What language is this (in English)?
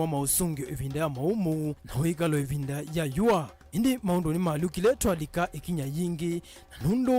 Kamba